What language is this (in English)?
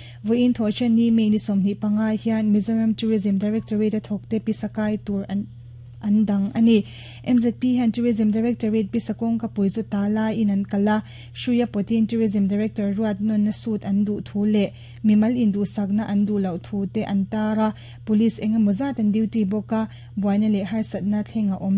Mizo